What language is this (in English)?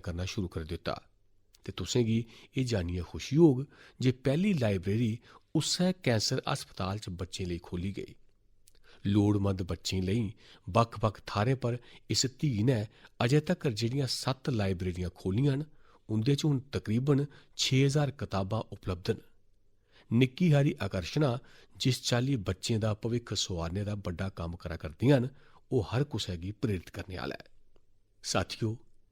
Dogri